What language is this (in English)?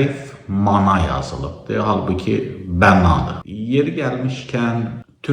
Azerbaijani